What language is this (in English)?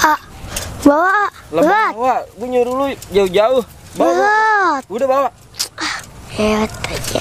Betawi